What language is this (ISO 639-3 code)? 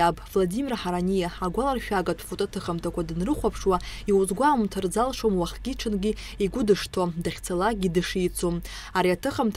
abk